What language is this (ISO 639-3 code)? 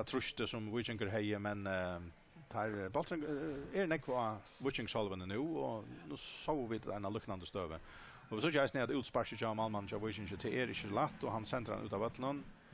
fao